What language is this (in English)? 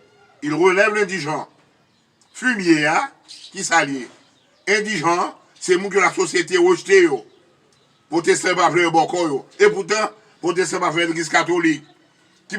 Haitian Creole